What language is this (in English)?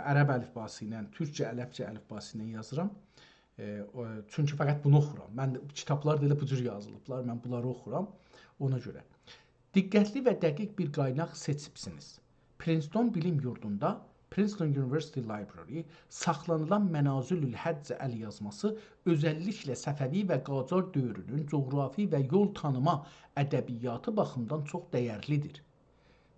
South Azerbaijani